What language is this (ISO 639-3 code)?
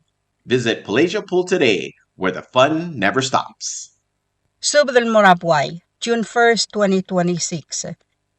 pau